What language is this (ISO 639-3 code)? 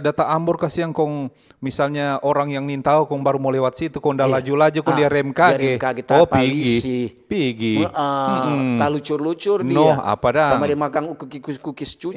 xmm